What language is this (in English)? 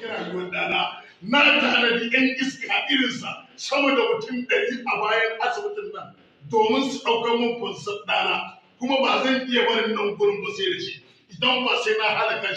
Hausa